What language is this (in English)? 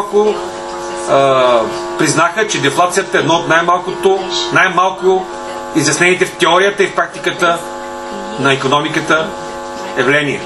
Bulgarian